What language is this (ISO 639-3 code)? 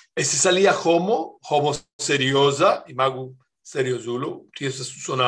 epo